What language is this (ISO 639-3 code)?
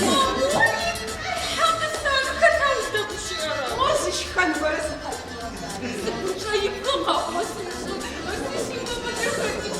ady